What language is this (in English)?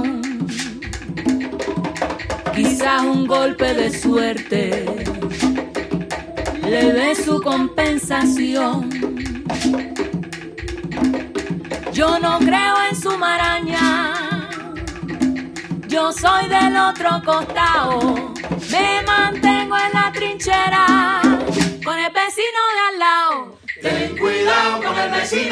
Spanish